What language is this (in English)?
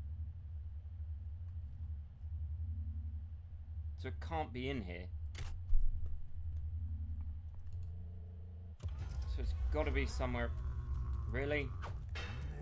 English